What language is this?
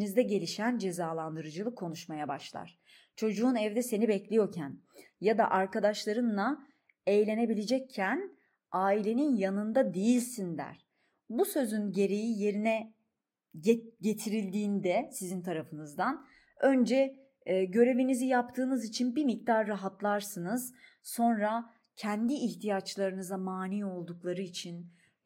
Turkish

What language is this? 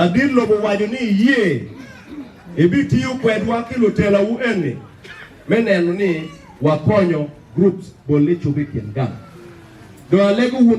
Acoli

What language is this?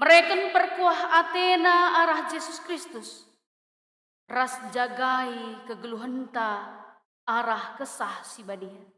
Batak Karo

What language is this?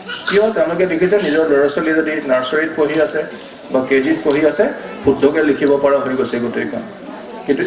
Assamese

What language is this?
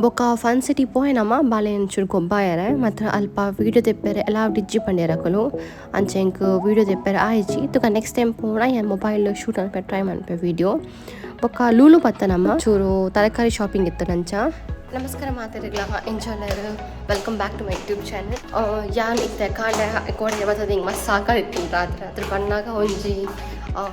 Tulu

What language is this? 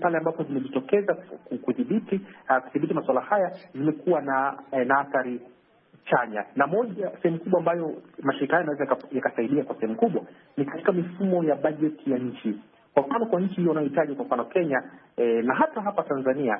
Swahili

